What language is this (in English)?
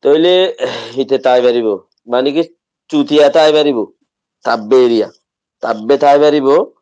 Rohingya